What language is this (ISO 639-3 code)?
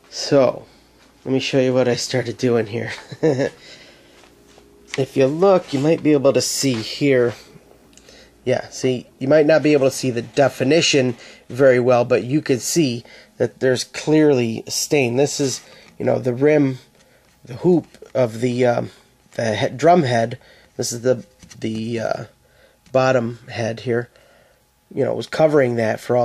eng